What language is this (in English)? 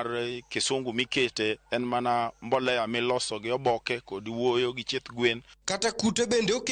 Luo (Kenya and Tanzania)